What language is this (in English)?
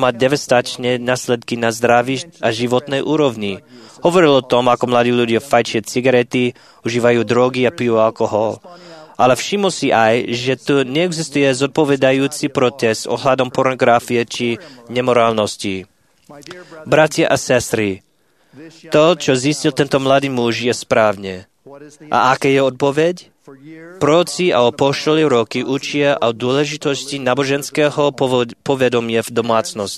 Slovak